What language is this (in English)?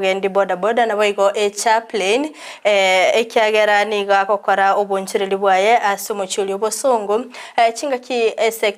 Gusii